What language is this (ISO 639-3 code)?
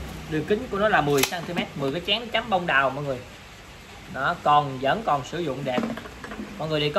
vie